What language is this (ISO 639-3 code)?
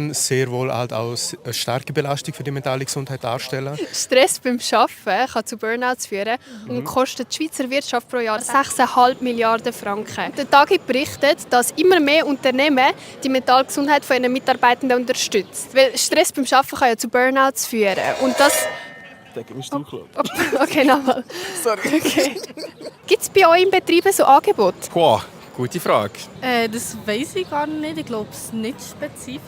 gsw